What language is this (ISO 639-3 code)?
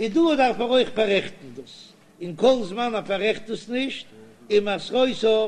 yid